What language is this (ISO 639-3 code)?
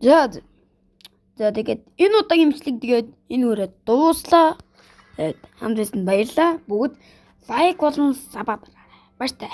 mon